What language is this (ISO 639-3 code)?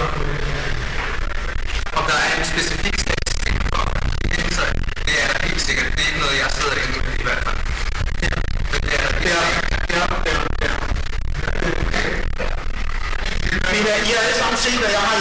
dan